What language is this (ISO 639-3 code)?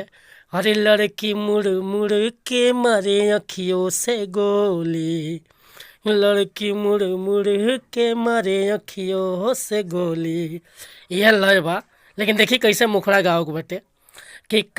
bho